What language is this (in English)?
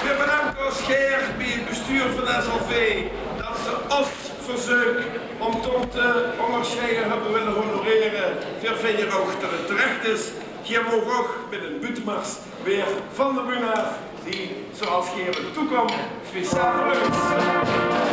Limburgish